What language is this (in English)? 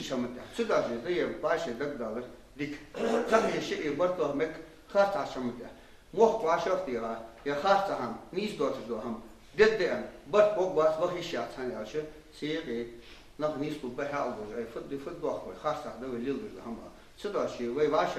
Ingush